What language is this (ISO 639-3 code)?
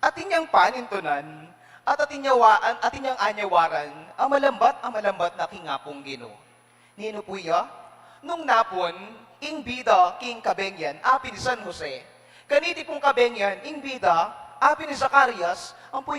pam